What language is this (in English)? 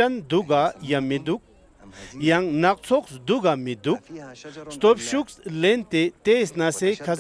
Ladakhi